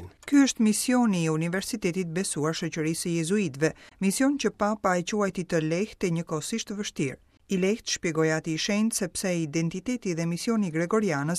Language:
Albanian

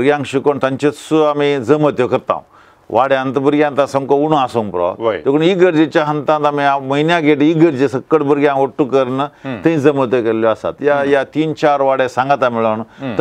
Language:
Konkani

